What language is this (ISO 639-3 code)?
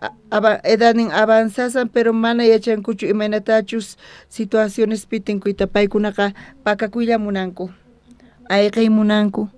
quh